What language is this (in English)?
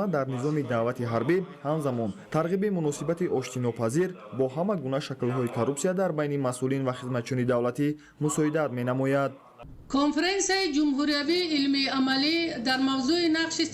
Tajik